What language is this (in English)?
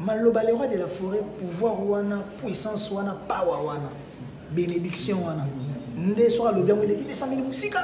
Lingala